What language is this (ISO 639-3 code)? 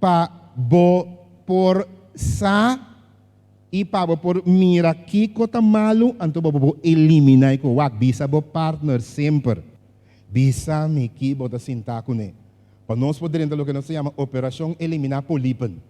pap